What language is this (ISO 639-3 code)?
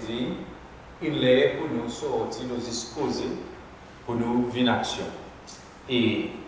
crs